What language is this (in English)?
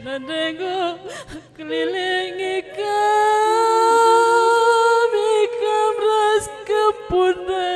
Batak Karo